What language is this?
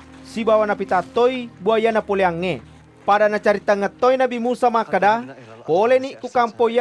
Buginese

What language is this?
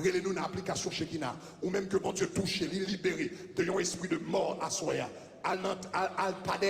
Haitian Creole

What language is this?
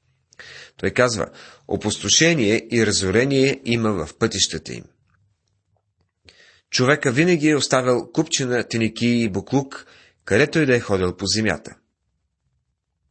Bulgarian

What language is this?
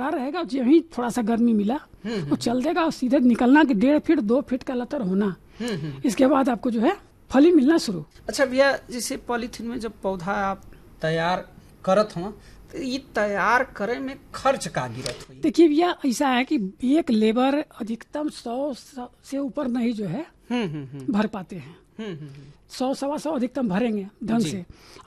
Hindi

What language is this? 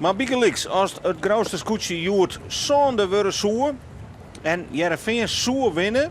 Western Frisian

